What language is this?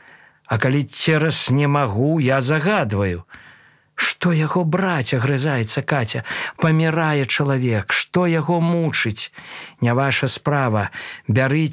Belarusian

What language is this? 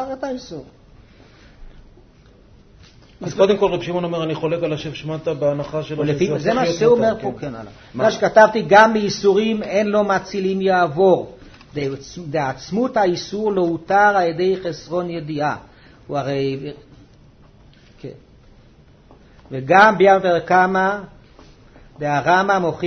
Hebrew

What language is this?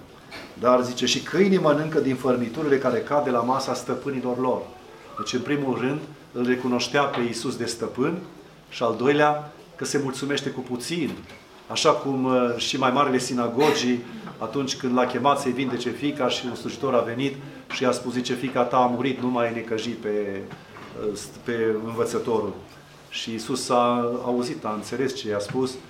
Romanian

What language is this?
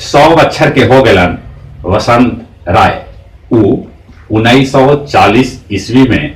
Magahi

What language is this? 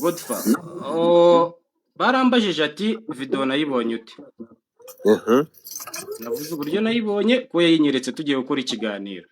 Kinyarwanda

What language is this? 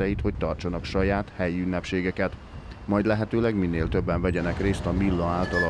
Hungarian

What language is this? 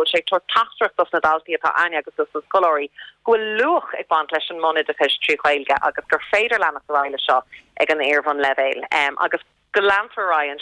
Irish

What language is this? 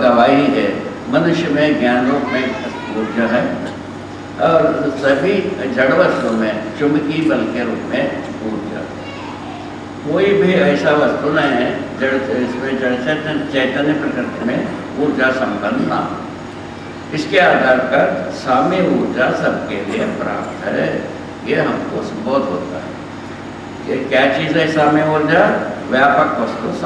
Hindi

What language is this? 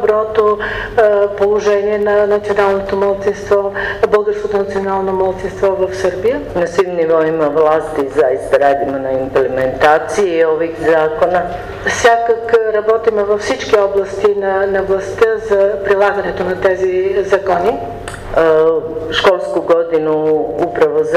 Bulgarian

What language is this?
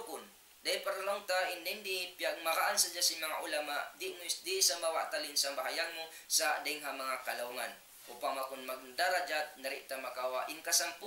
Tausug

